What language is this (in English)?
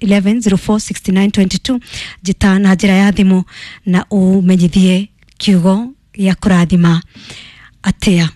Kikuyu